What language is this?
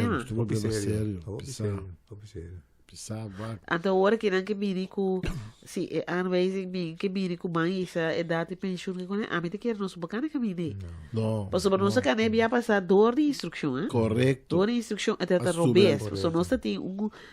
Papiamento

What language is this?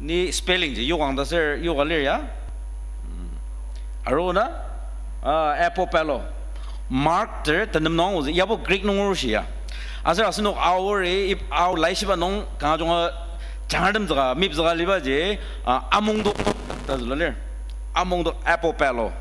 Ao Naga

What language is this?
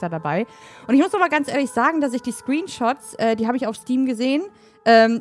German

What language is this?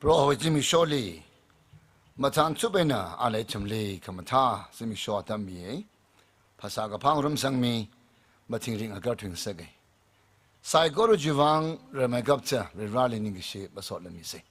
Tangkhul Naga (India)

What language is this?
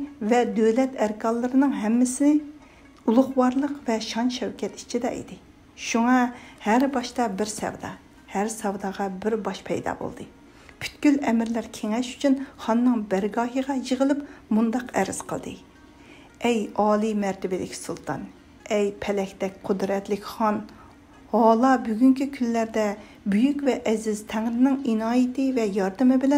Uyghur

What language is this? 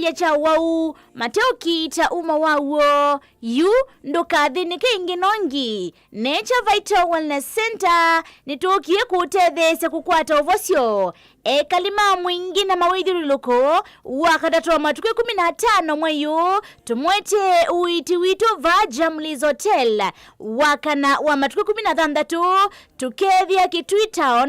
Kamba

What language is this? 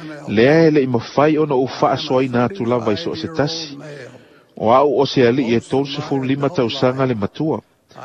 Samoan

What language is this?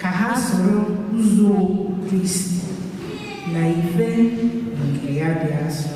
Igbo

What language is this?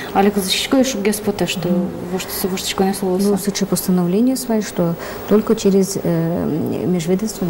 Udmurt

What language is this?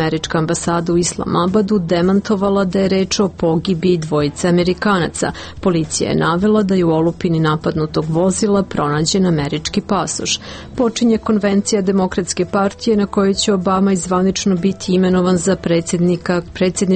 Serbian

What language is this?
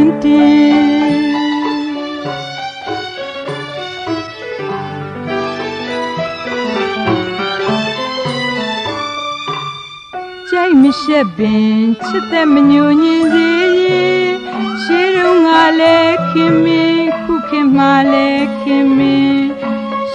Burmese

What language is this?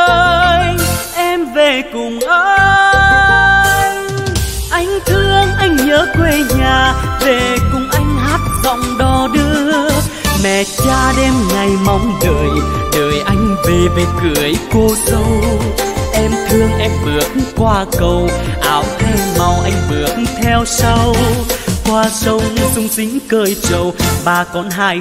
Vietnamese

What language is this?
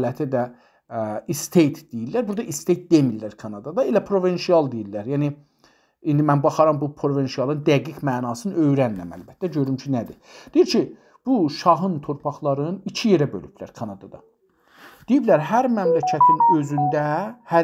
South Azerbaijani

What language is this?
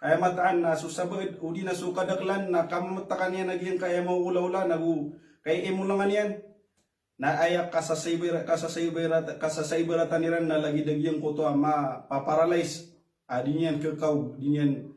Maranao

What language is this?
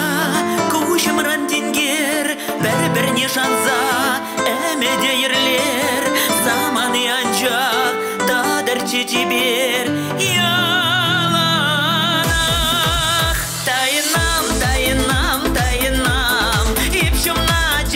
Chuvash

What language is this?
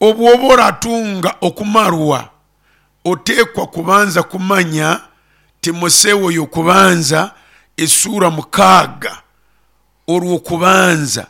Nyoro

